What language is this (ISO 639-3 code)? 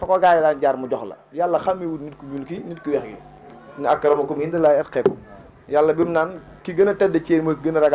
wol